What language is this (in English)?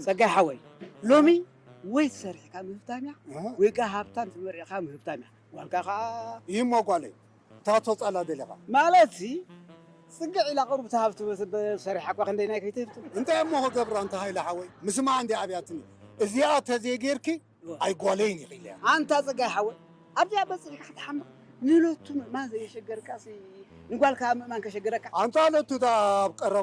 Tigrinya